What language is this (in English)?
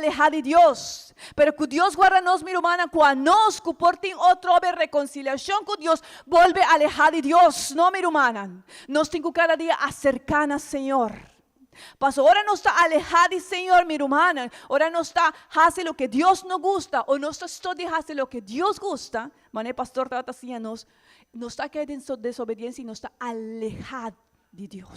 Papiamento